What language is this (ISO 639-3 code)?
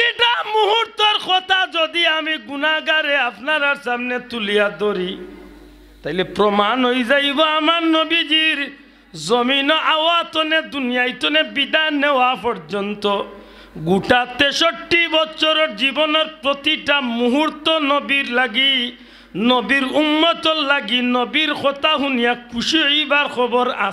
syl